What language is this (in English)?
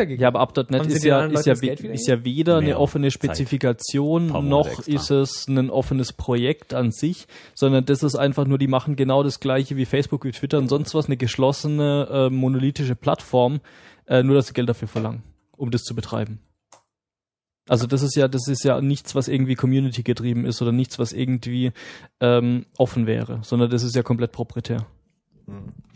German